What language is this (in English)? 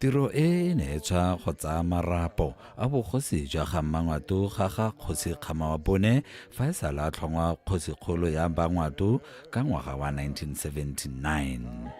Tswana